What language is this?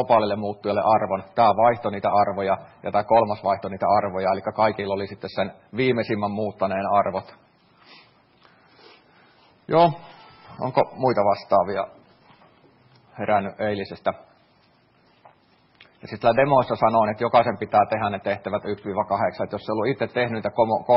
Finnish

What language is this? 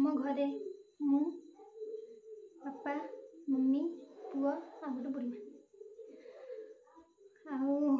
Odia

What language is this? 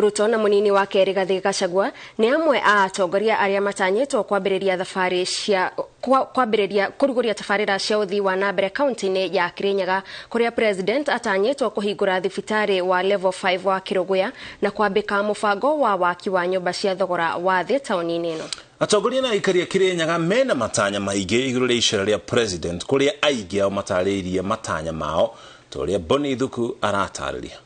Kikuyu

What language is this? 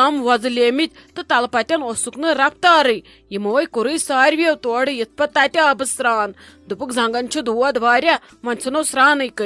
Kashmiri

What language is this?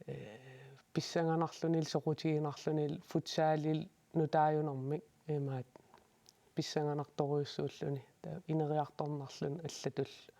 Kalaallisut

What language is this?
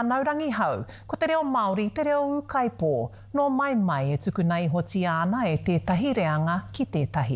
Māori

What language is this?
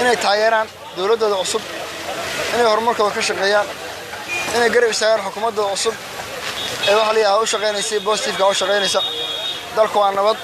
Somali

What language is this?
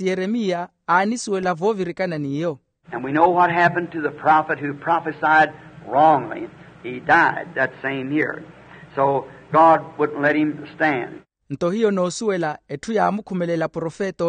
Makhuwa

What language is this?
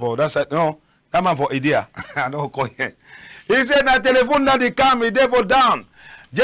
Cameroon Pidgin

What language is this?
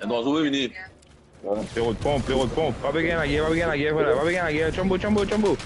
Morisyen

